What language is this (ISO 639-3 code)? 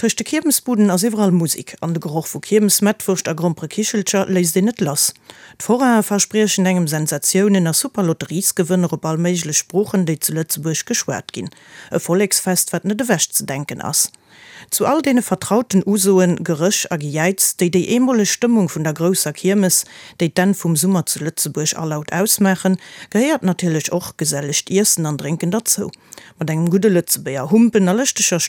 ltz